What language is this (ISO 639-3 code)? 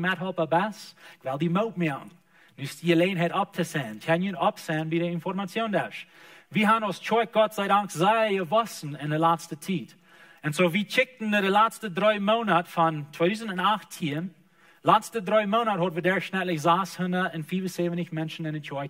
pdt